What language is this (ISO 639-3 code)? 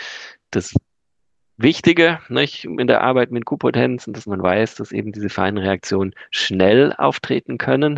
deu